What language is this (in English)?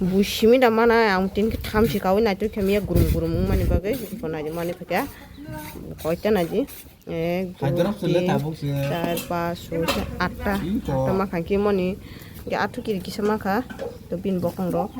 Kok Borok